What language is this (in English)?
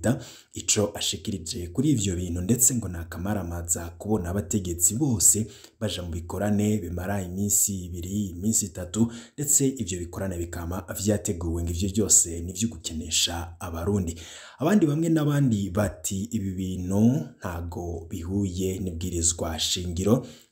Rundi